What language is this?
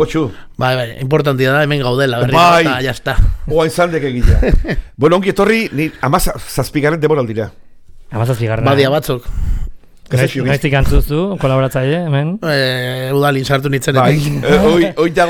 Basque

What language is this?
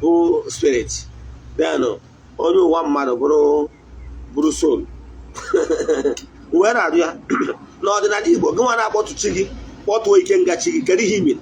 Igbo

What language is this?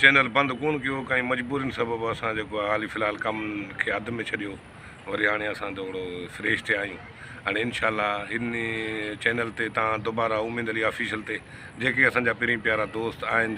Sindhi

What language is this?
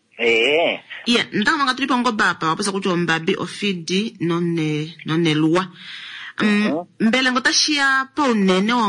Kuanyama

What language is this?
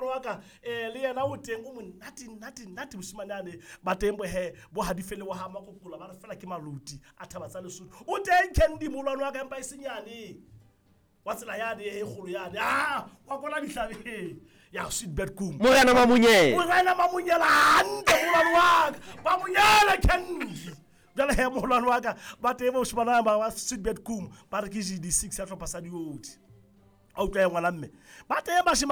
Southern Sotho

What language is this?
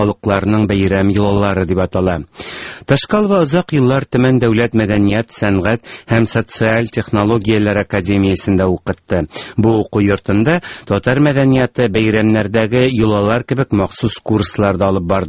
Tatar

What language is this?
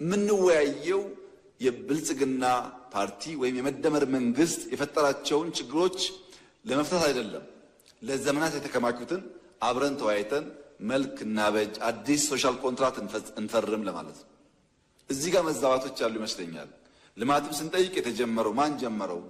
Amharic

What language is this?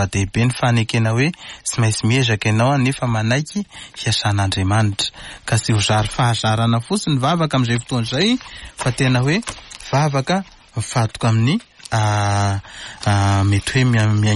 Malagasy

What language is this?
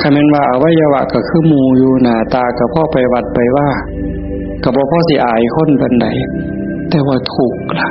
Northeastern Thai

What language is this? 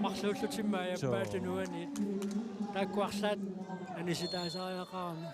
Kalaallisut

